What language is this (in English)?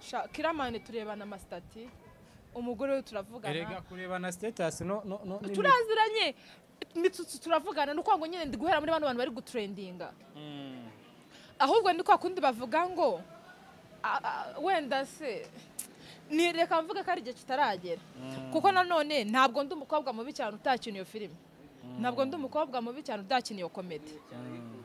Kinyarwanda